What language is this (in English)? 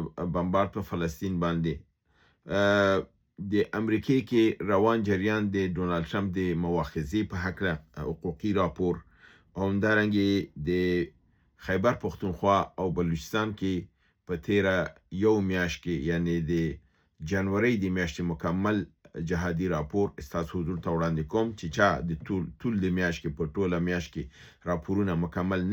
Pashto